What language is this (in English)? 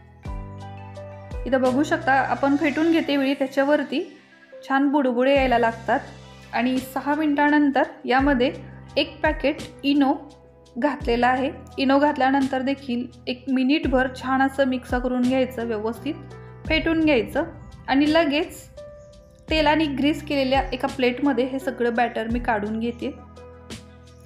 Marathi